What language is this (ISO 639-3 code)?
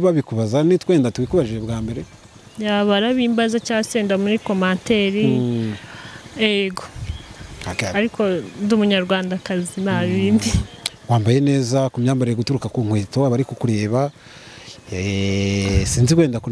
kin